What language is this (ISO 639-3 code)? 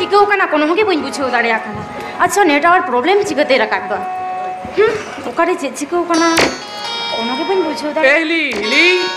sat